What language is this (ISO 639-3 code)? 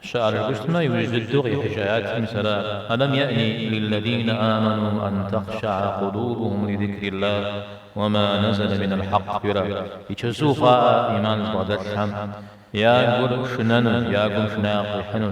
kbd